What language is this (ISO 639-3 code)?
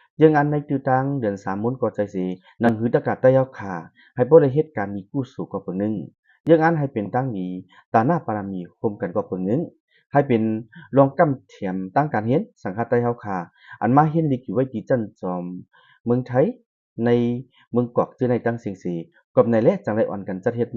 shn